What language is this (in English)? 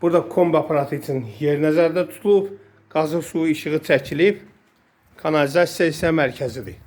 Azerbaijani